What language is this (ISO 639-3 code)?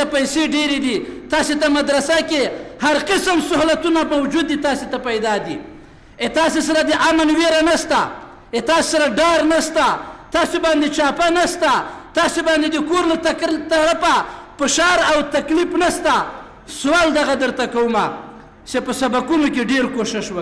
pus